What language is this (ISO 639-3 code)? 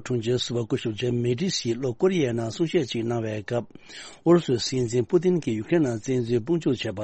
bod